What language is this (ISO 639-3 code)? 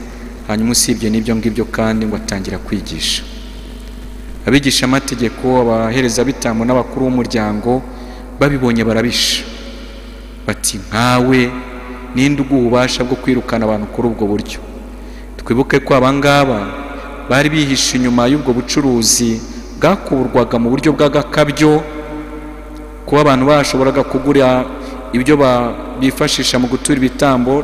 kin